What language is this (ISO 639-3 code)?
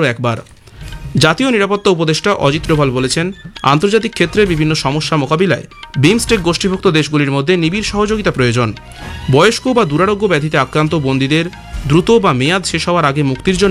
ben